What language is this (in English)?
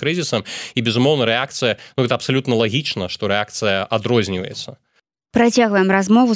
Belarusian